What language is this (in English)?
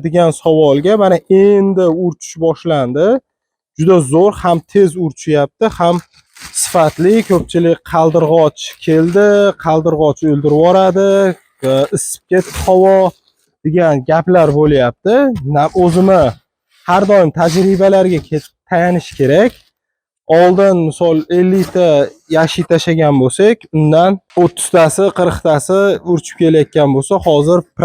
Uzbek